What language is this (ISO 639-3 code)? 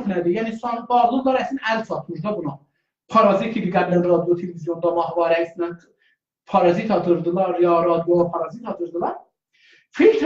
azb